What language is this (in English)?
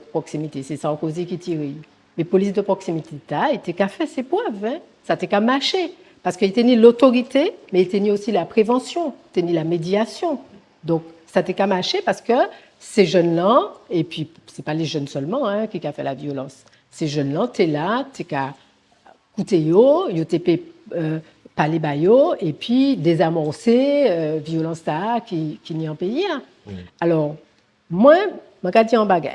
Guadeloupean Creole French